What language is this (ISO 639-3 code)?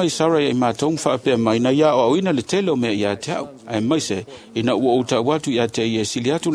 smo